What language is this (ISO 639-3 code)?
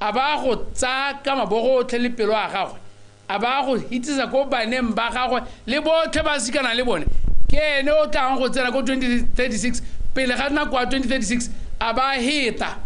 tsn